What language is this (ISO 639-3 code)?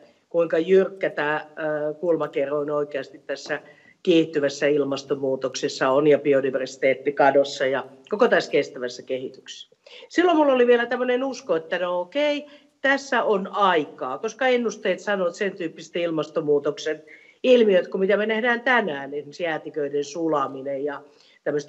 fin